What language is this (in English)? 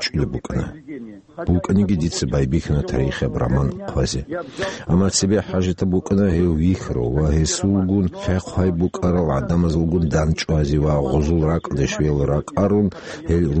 Avaric